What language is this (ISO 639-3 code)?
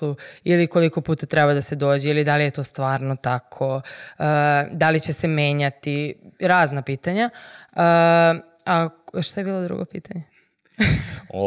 srp